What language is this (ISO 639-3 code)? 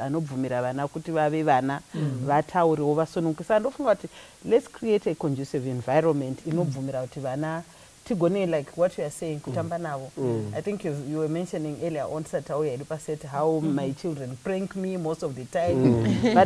sna